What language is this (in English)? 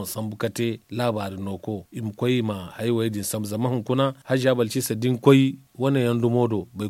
Zarma